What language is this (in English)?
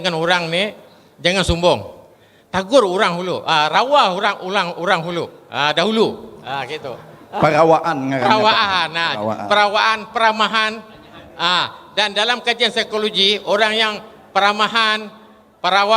Banjar